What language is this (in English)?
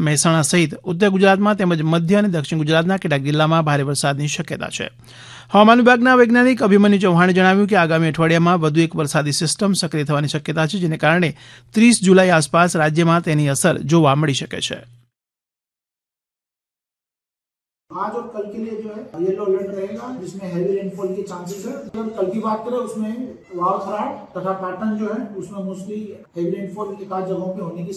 Gujarati